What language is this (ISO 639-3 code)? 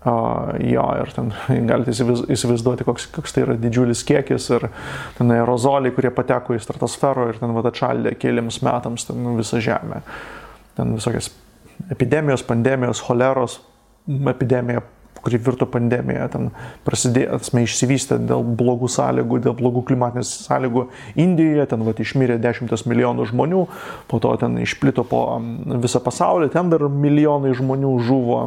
lit